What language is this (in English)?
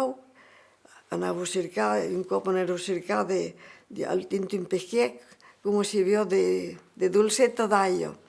Occitan